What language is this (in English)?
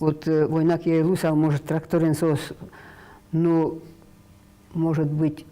Udmurt